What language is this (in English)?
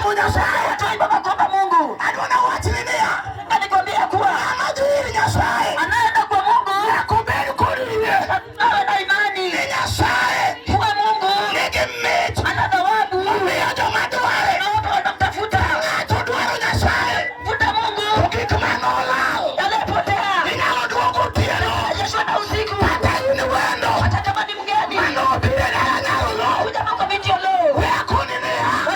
Luo (Kenya and Tanzania)